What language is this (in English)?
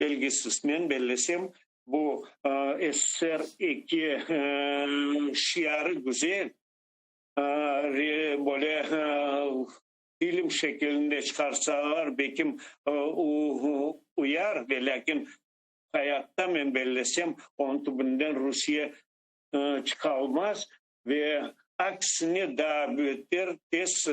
Crimean Tatar